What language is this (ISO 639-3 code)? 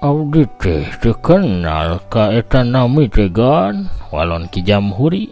sun